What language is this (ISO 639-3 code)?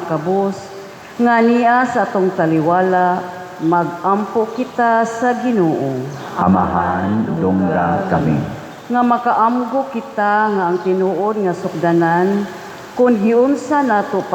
ceb